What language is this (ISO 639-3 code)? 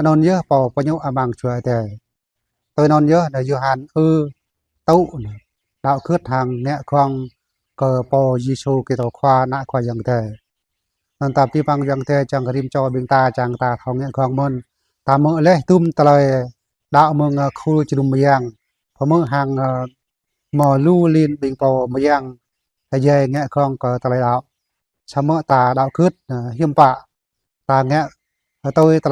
jra